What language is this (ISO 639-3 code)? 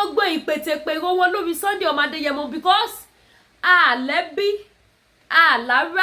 yor